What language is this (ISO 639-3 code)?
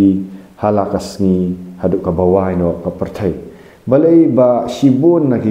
kha